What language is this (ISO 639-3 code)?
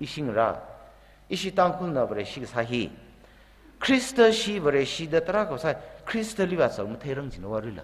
nmf